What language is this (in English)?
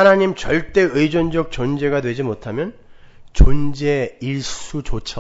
Korean